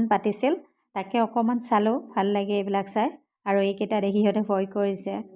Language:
Assamese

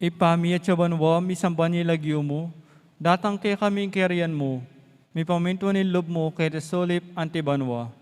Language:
Pampanga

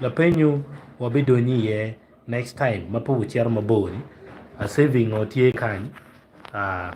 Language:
Acoli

